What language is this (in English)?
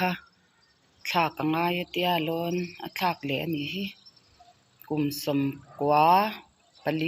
Mizo